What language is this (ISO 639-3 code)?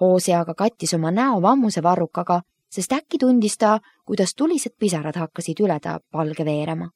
est